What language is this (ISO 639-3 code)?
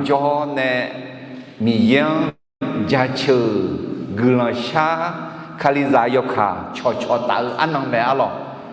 ahk